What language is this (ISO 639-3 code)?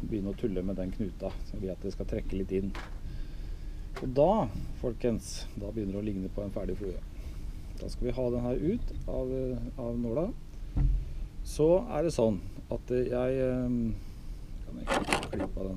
nor